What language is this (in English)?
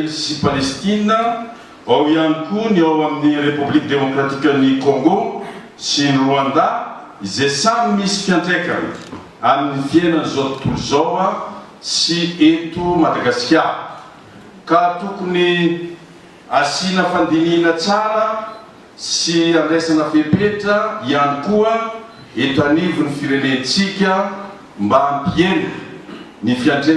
Malagasy